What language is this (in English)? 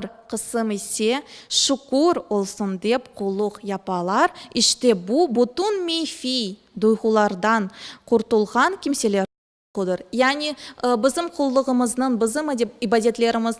Crimean Tatar